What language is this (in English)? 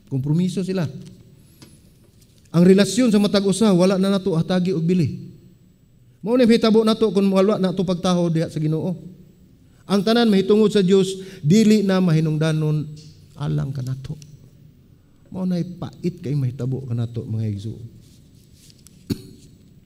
Cebuano